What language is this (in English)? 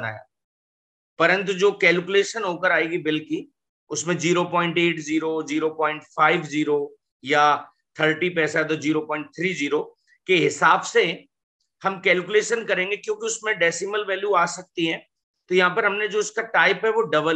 Hindi